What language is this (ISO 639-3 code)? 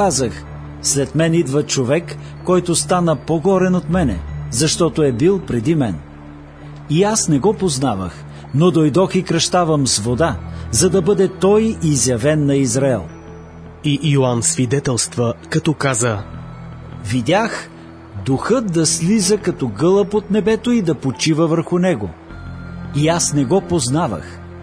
bul